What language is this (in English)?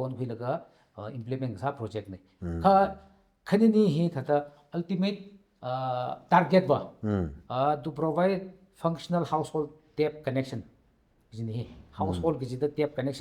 Tangkhul Naga (India)